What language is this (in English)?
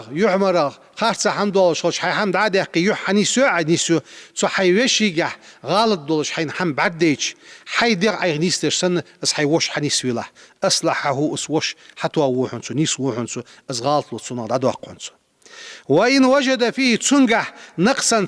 Ingush